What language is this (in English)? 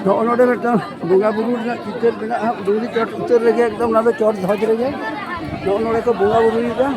Santali